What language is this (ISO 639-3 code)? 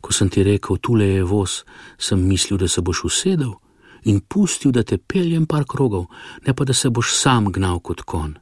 slv